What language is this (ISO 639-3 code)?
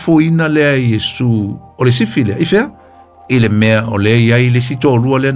smo